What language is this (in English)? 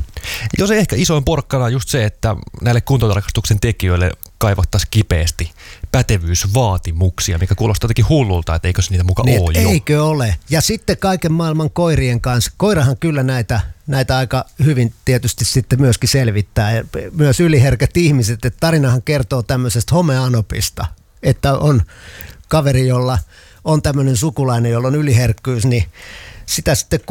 Finnish